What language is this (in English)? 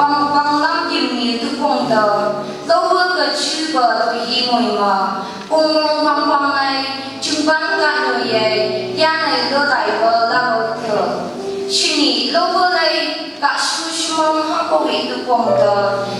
Phom Naga